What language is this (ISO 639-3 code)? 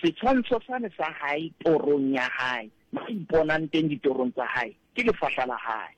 sot